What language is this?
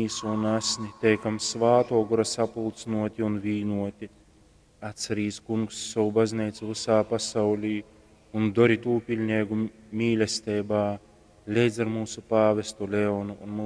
Latgalian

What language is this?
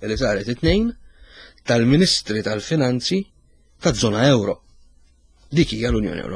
Maltese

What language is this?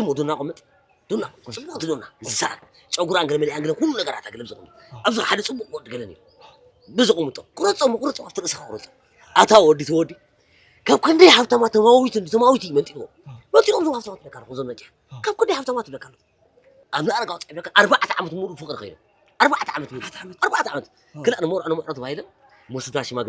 Tigrinya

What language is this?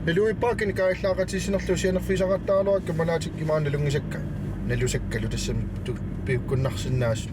Kalaallisut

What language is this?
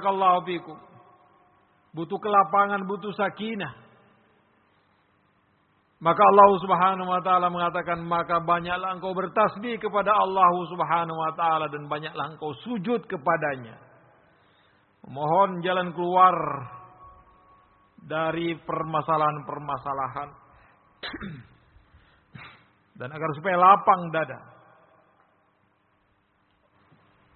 Indonesian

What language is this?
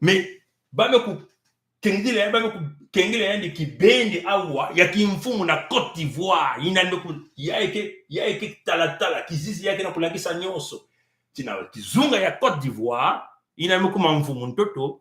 Kituba (Congo)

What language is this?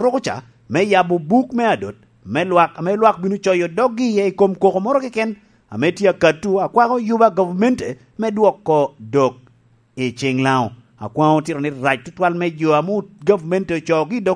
Lango (Uganda)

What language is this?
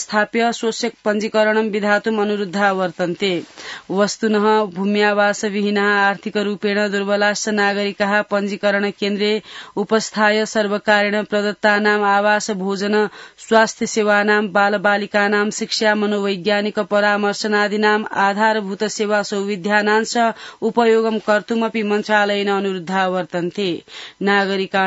Sanskrit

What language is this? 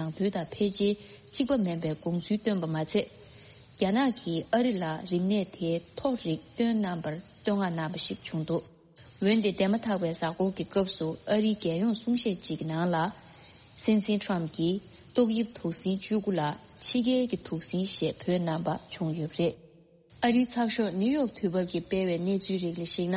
Tibetan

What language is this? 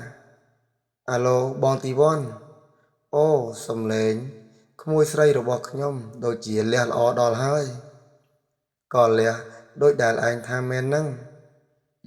Khmer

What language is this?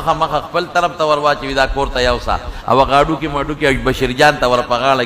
Pashto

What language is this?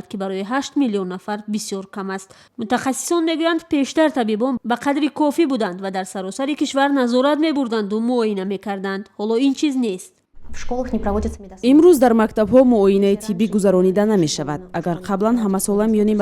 Tajik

